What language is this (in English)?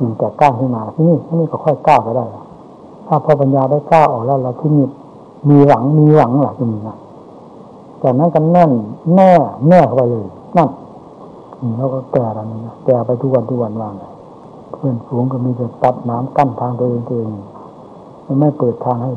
Thai